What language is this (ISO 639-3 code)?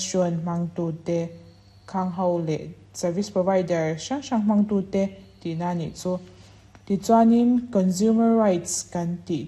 lus